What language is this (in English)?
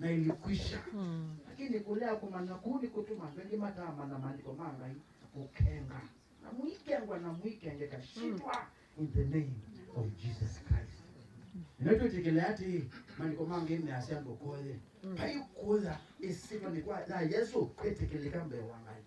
Kamba